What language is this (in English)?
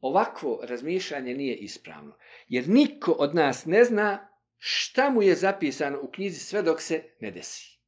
Bosnian